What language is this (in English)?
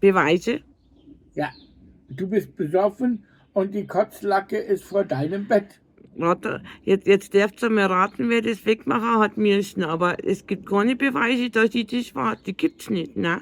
Bavarian